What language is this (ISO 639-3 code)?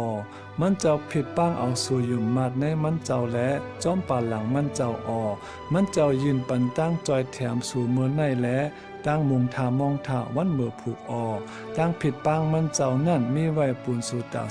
shn